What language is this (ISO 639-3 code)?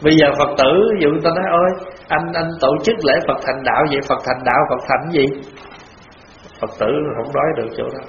vie